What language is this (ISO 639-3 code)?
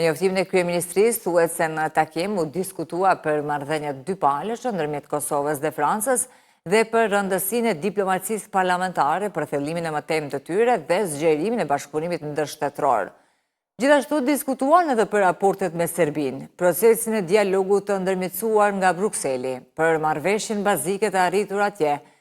sqi